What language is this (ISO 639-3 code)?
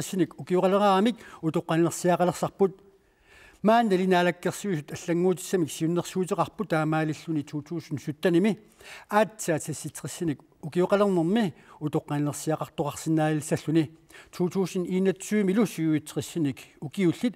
kal